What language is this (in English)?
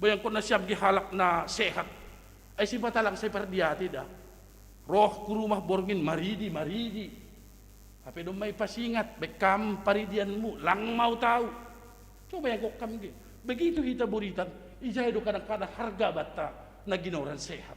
Batak Simalungun